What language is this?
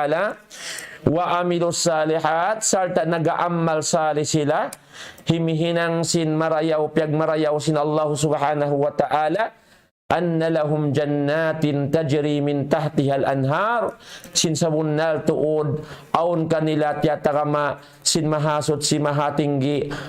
Tausug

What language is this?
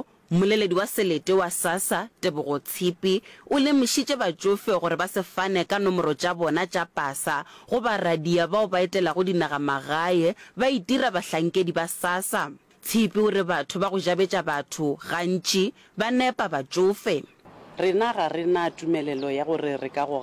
Northern Sotho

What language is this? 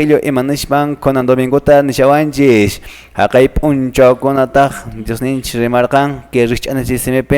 Quechua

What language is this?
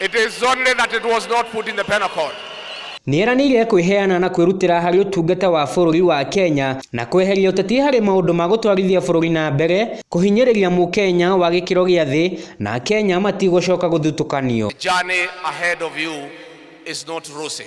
Kikuyu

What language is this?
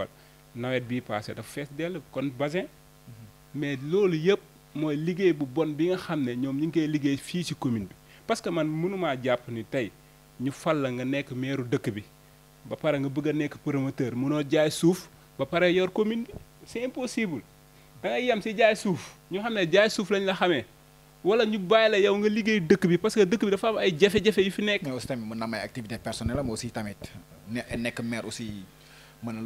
Wolof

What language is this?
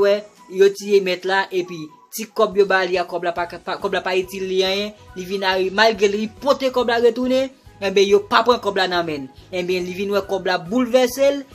Haitian Creole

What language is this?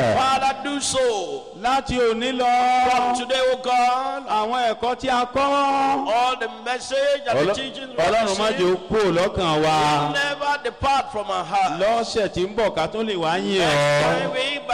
Yoruba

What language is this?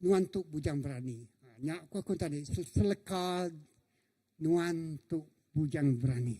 Iban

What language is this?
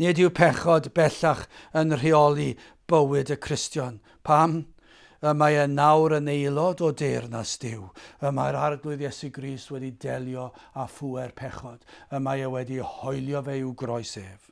Welsh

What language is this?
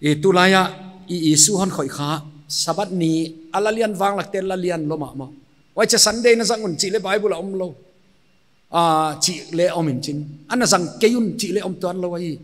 Paite Chin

